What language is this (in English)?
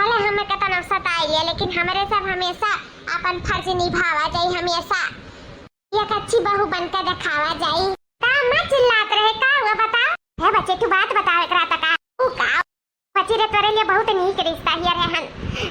Awadhi